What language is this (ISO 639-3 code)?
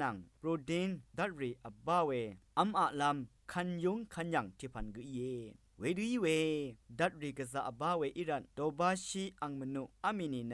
raw